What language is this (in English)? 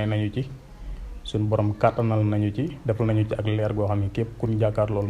Wolof